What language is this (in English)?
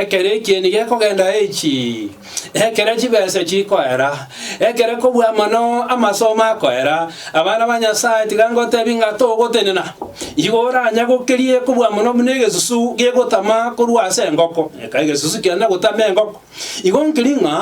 Gusii